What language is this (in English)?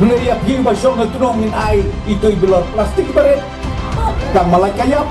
Khasi